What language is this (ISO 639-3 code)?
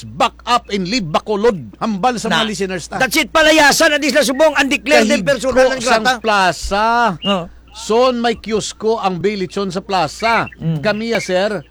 hil